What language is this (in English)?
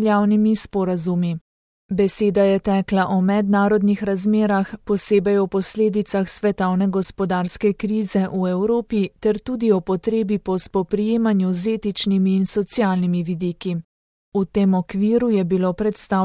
Slovenian